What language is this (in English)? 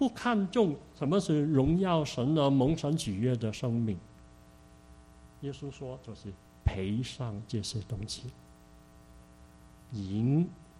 Chinese